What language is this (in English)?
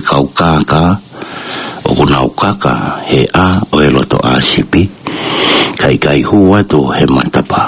Tongan